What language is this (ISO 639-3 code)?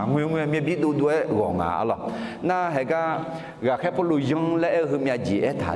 ahk